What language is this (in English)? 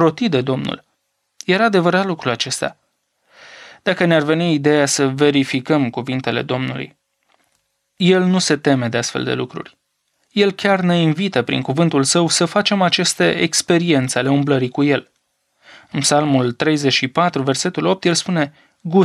Romanian